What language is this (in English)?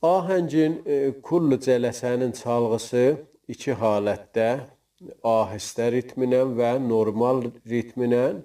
South Azerbaijani